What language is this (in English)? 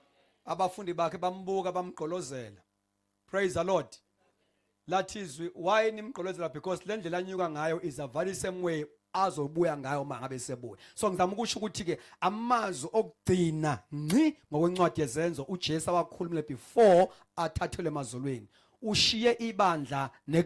Zulu